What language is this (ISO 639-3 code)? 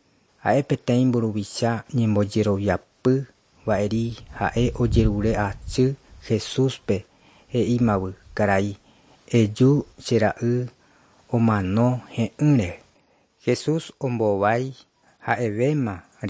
grn